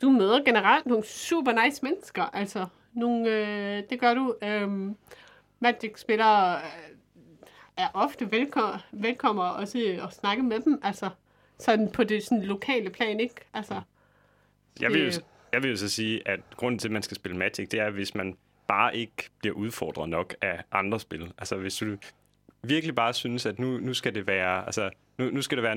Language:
Danish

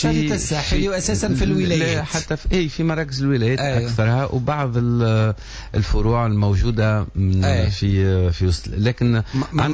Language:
Tunisian Arabic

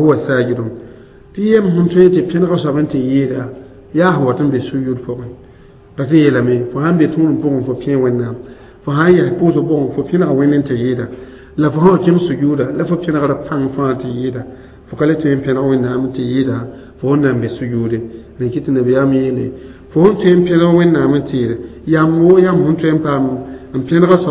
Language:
Mossi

